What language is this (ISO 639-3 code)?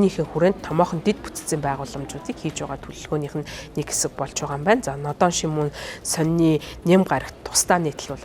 mon